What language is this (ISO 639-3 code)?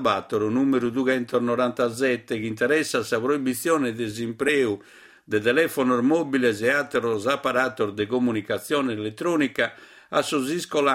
srd